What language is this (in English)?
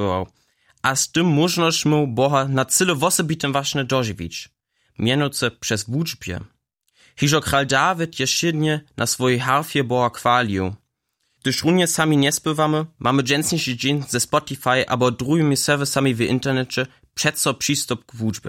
Upper Sorbian